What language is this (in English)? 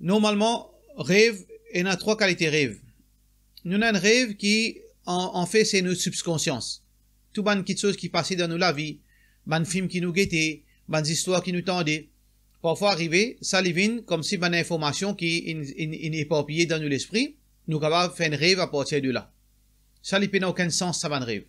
Morisyen